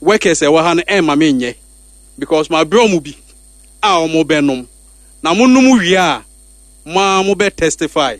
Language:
Akan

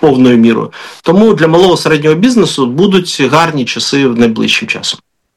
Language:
Ukrainian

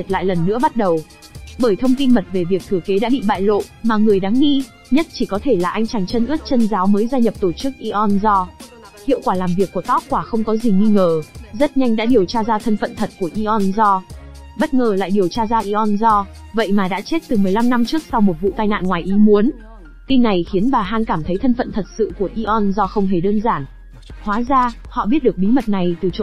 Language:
Vietnamese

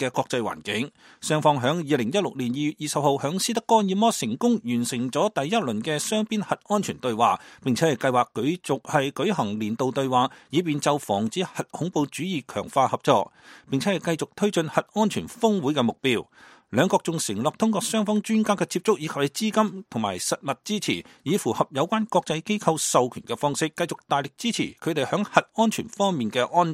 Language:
Cantonese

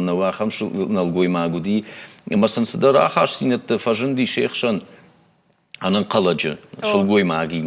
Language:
Ossetic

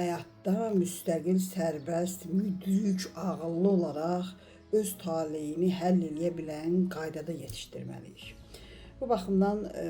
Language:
Azerbaijani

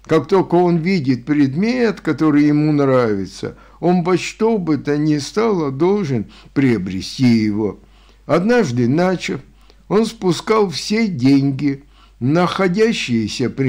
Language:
Russian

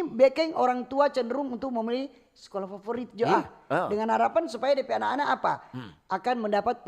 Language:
Manado Malay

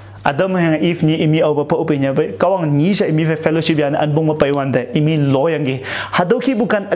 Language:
Konyak Naga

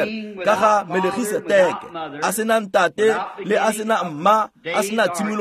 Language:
Tswana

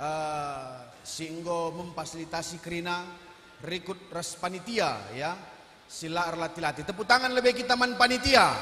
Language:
Batak Karo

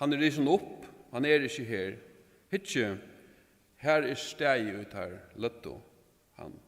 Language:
Faroese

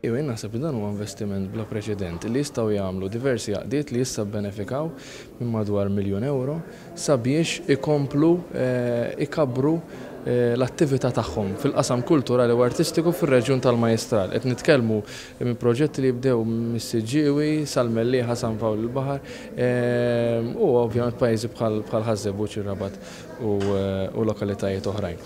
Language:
Maltese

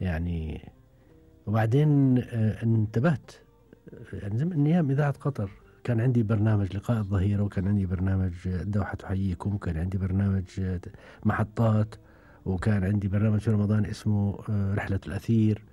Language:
Gulf Arabic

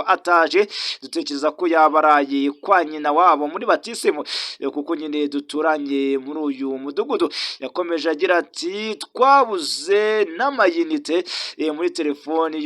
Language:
Kinyarwanda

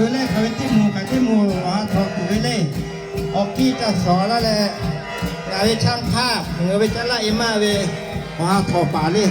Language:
Lahu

